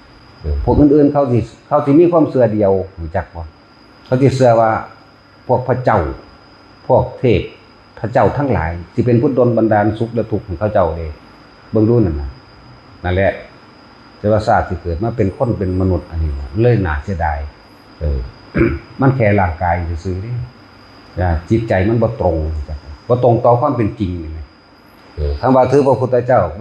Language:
Northeastern Thai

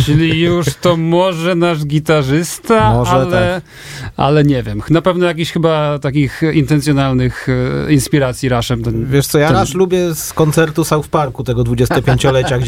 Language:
Polish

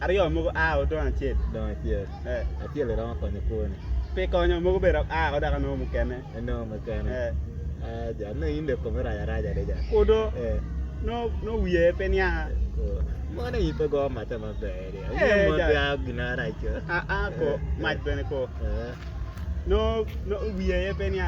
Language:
Acoli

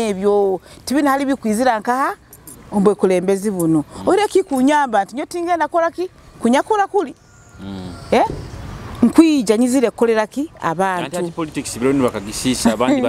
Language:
Nyoro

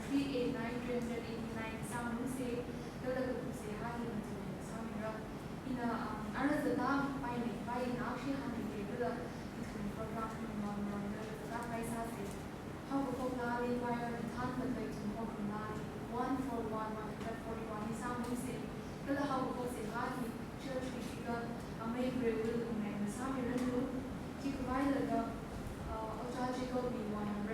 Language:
Tangkhul Naga (India)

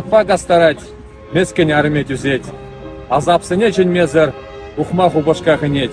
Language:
Chuvash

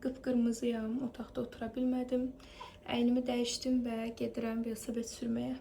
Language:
Azerbaijani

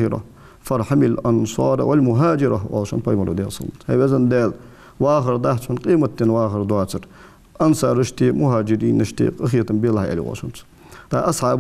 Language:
Ingush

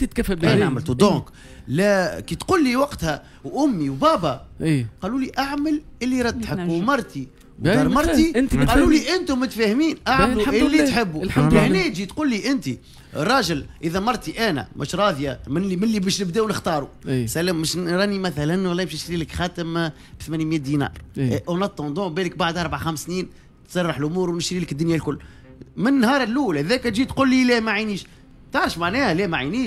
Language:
Tunisian Arabic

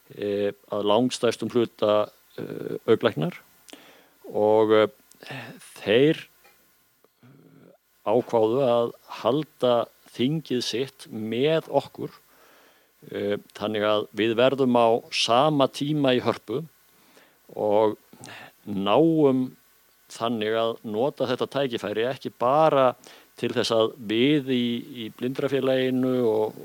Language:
Icelandic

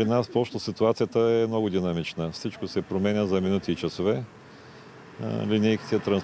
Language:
Bulgarian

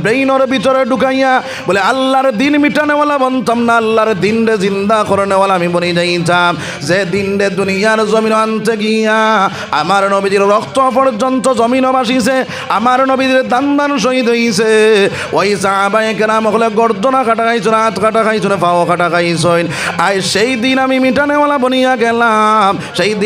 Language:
Sylheti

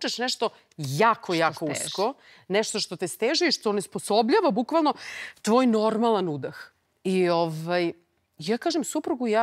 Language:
Serbian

